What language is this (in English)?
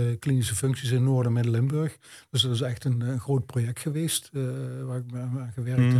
Dutch